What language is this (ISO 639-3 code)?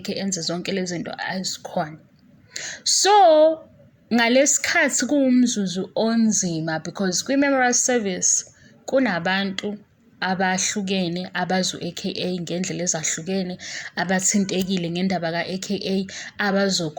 zul